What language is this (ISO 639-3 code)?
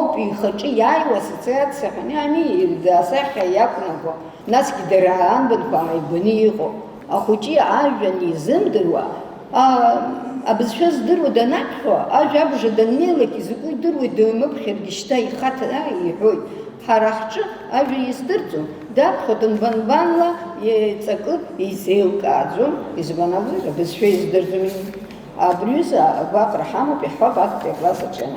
abk